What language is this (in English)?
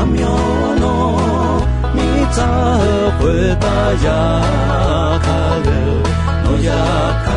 Akha